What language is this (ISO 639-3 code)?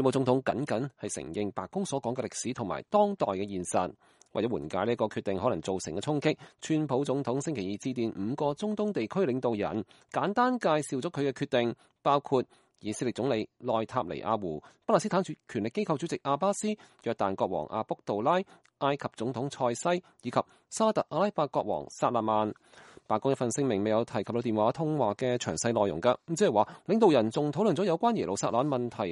yue